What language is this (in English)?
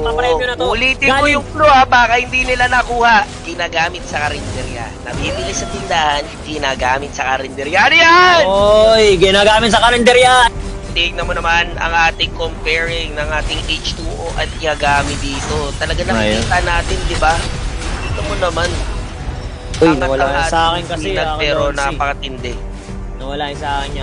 Filipino